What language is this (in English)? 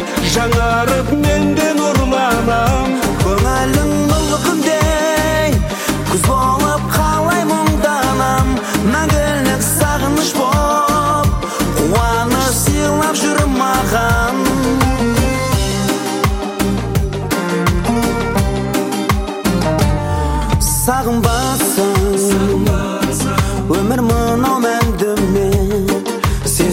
Kazakh